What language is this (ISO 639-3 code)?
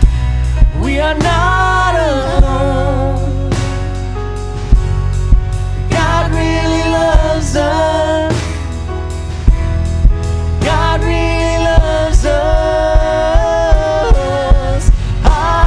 eng